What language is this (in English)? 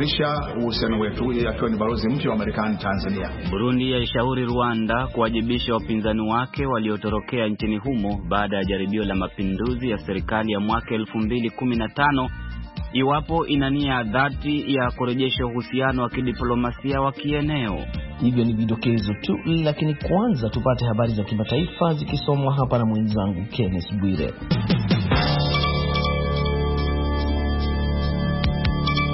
Swahili